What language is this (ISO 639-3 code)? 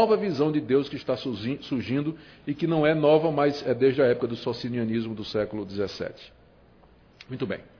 por